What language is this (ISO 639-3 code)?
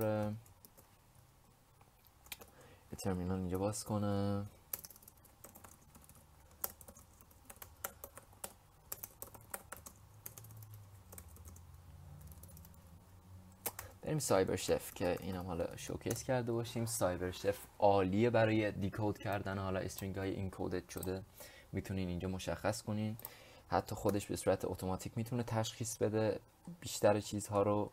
fas